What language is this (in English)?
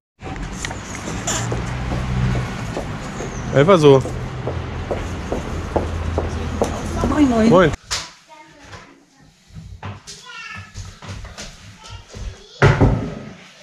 German